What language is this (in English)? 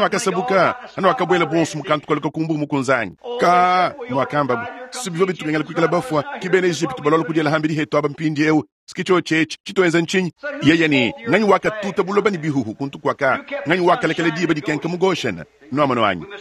Luba-Lulua